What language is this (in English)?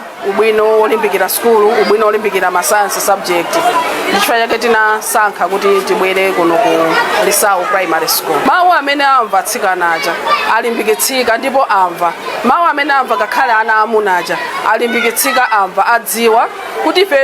Nyanja